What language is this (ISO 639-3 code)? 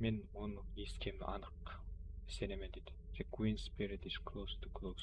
kaa